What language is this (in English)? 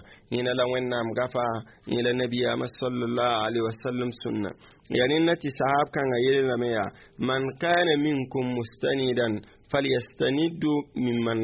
Mossi